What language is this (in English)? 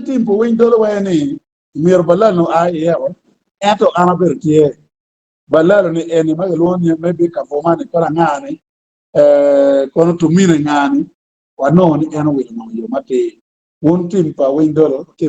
Acoli